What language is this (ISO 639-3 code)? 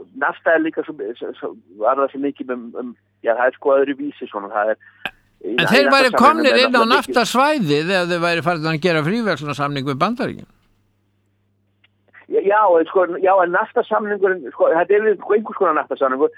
isl